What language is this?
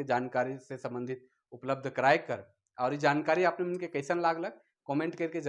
Sadri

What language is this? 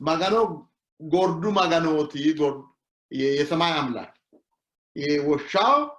Sidamo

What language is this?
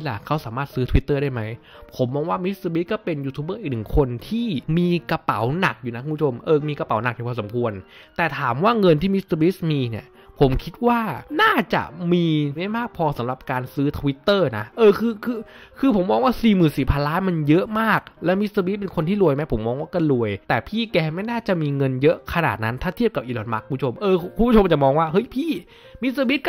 Thai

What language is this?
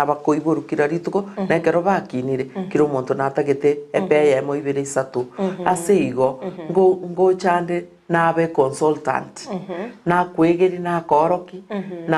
Gusii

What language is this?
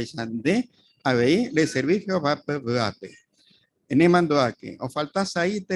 Guarani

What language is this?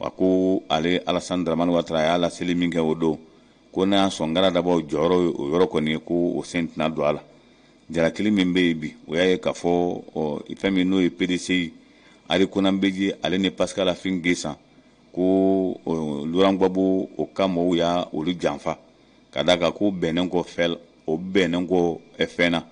Bambara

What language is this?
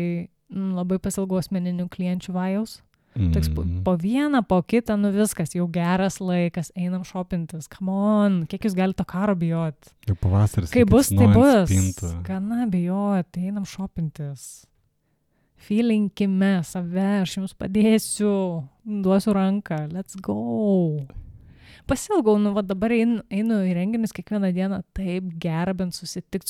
Lithuanian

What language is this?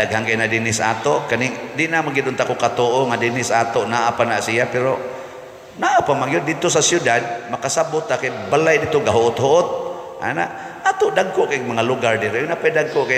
Cebuano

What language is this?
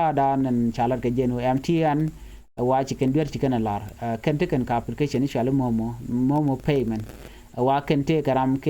Nuer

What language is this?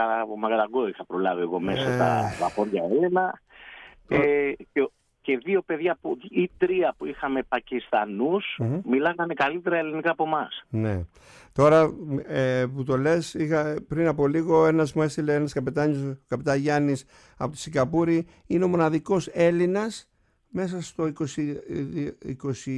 Greek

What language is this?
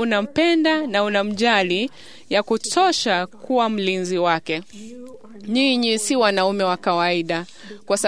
Swahili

